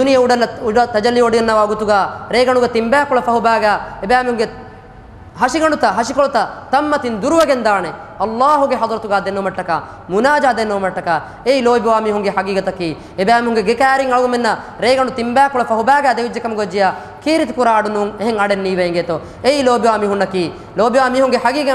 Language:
Divehi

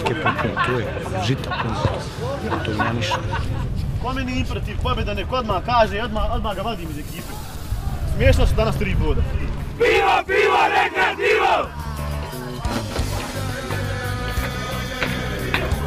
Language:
Bosnian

